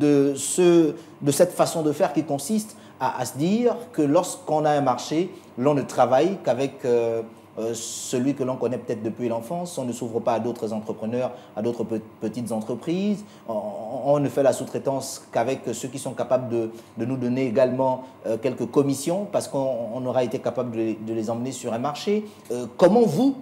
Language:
French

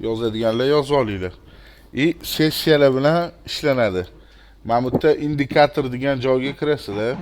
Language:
Uzbek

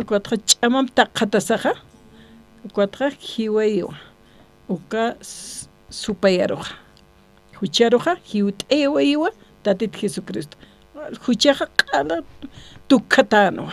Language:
Aymara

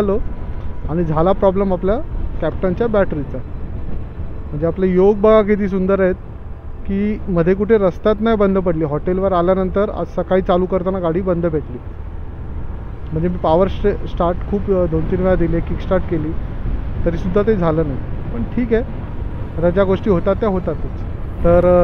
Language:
Marathi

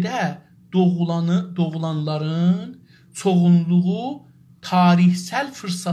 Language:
South Azerbaijani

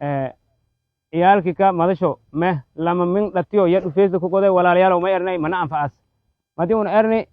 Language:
Somali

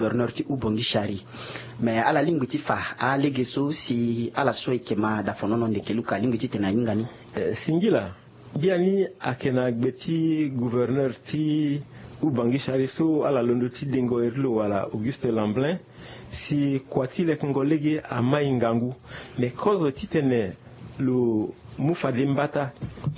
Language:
Sango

